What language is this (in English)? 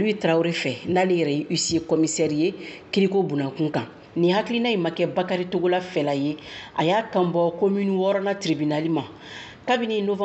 Bambara